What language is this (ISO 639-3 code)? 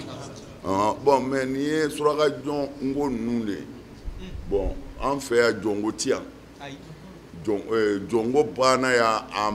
bam